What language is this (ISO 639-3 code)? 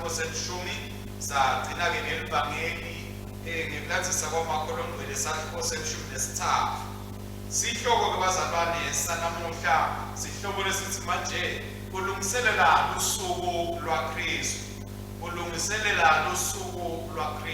ssw